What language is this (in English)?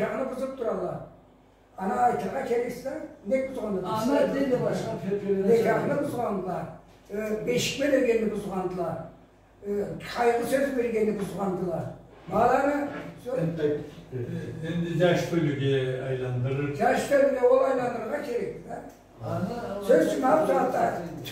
Karachay-Balkar